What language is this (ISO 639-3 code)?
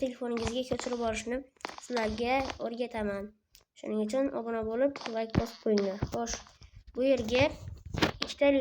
uzb